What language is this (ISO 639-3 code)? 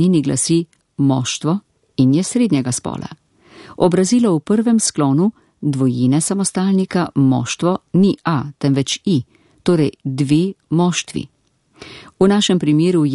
slv